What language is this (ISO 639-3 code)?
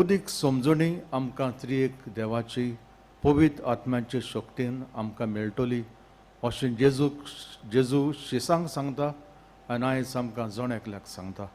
kok